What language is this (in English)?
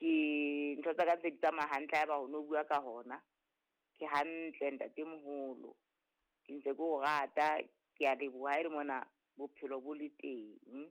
Southern Sotho